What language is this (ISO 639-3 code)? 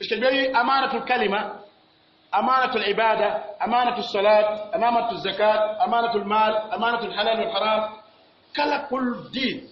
fuf